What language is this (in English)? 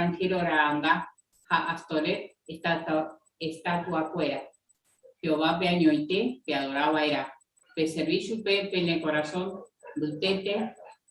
Guarani